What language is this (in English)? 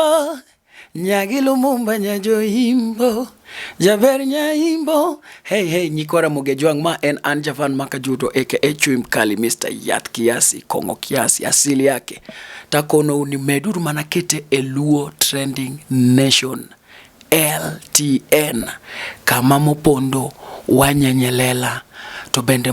Luo (Kenya and Tanzania)